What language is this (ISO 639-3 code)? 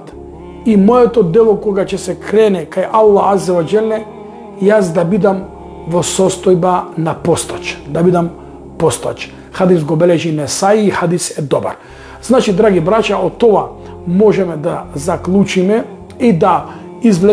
mkd